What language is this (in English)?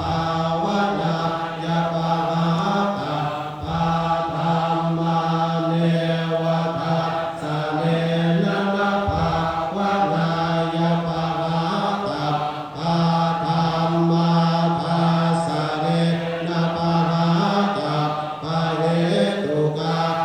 Pali